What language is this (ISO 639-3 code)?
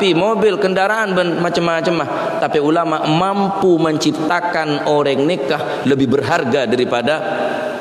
mad